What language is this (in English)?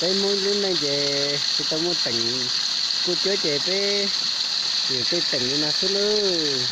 Hmong